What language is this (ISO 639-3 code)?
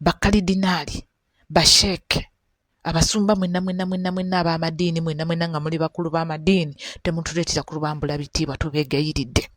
lug